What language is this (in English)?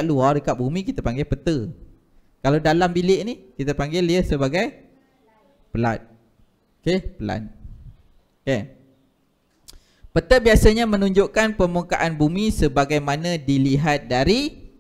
Malay